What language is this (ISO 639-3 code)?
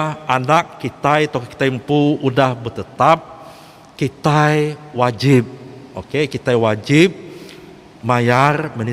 iba